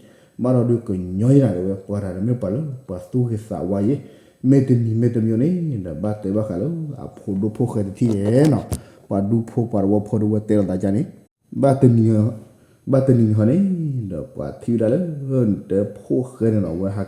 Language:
S'gaw Karen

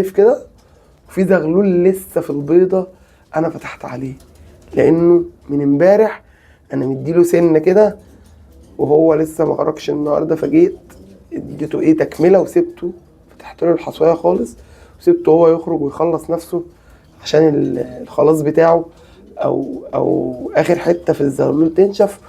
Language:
Egyptian Arabic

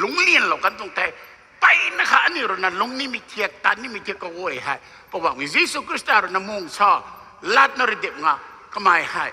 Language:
Rongmei Naga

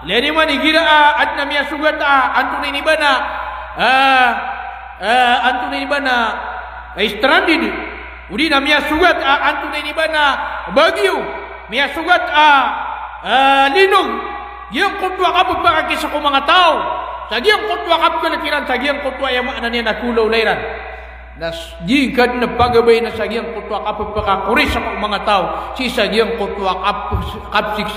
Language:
Maranao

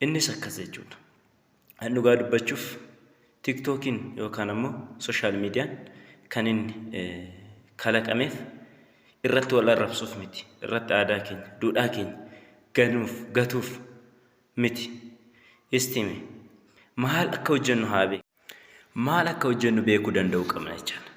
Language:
Oromo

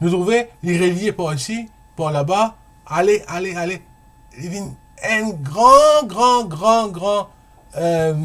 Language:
Morisyen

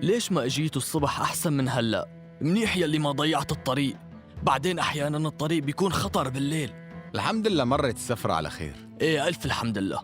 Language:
North Levantine Arabic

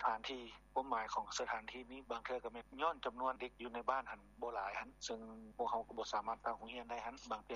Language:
Lao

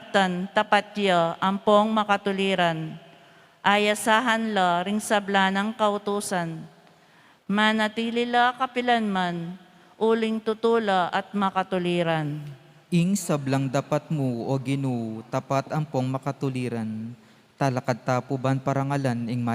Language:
Pampanga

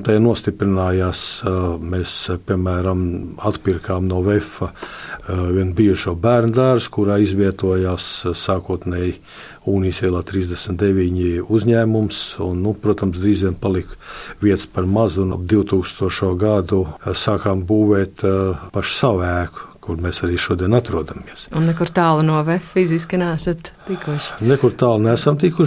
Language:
Latvian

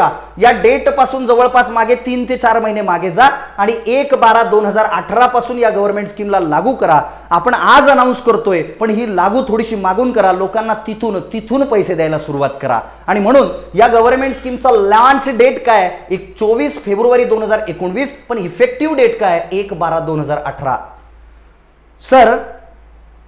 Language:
Marathi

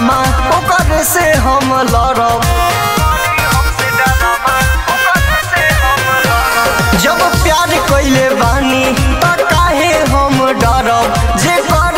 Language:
Bhojpuri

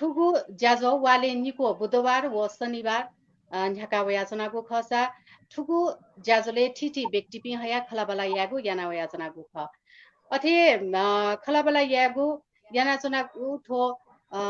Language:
Newari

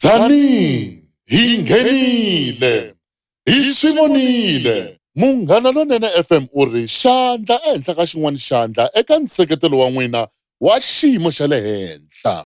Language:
Tsonga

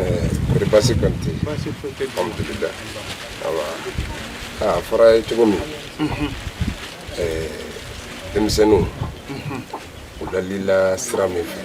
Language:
Bambara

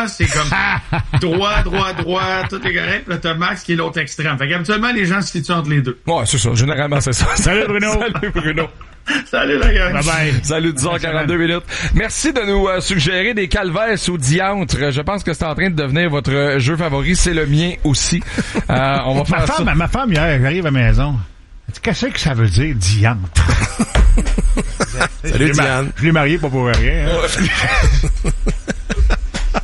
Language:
French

